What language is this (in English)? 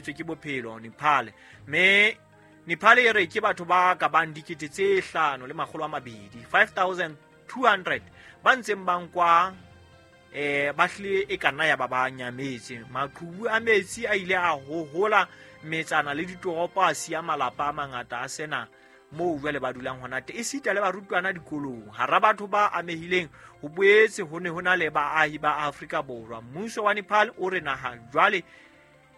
Southern Sotho